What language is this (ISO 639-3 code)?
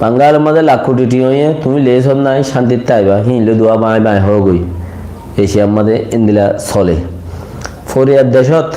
rhg